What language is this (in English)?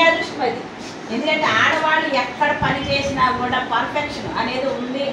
Telugu